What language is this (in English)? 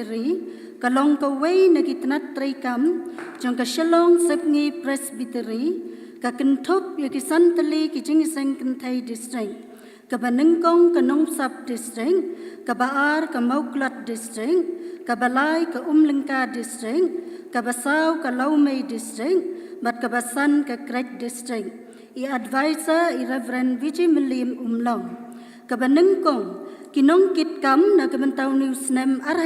Khasi